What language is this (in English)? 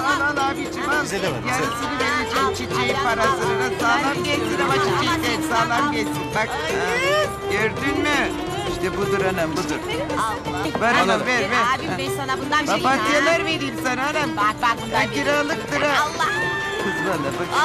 Turkish